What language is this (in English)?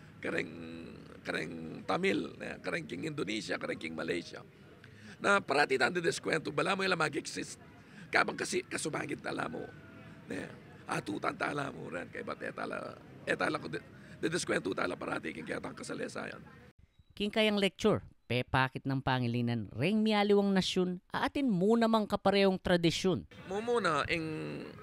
Pampanga